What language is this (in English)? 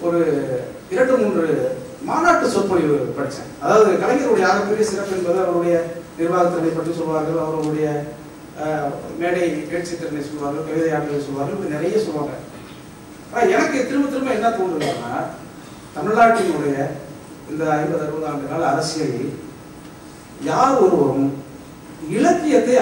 Tamil